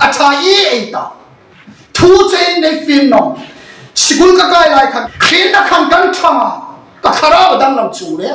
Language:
Hmar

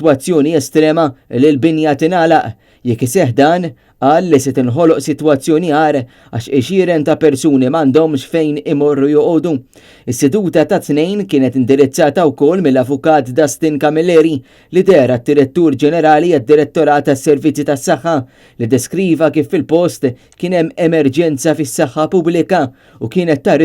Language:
Maltese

